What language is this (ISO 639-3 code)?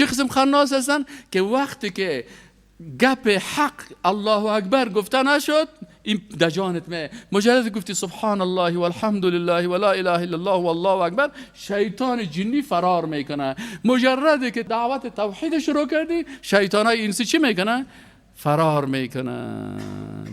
fas